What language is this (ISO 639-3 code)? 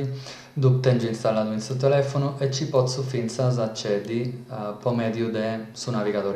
srd